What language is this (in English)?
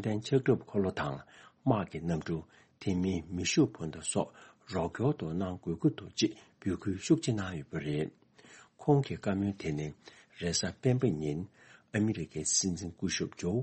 Tibetan